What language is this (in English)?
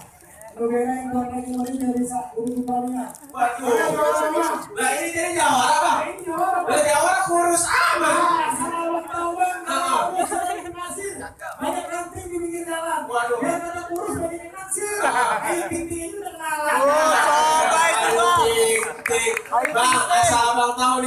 Betawi